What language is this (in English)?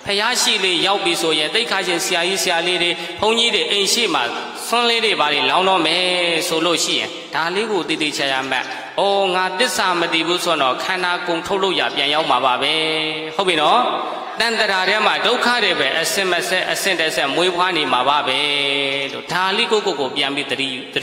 Burmese